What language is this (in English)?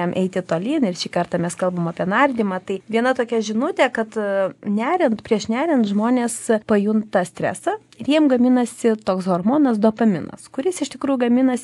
Lithuanian